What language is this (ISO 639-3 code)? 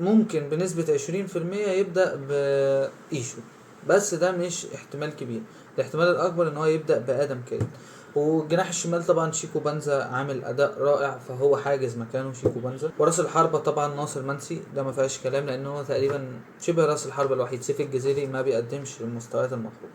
arz